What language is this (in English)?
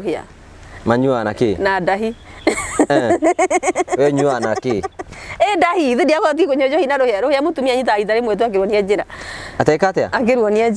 Kikuyu